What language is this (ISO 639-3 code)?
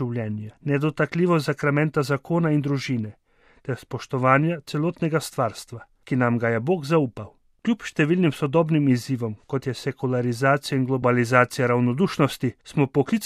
slv